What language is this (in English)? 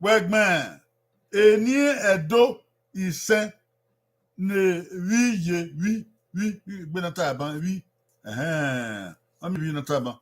Bini